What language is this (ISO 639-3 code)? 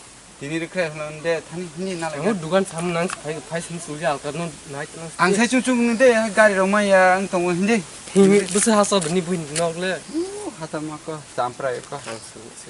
trp